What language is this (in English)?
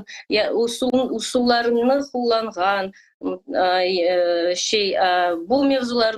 Crimean Tatar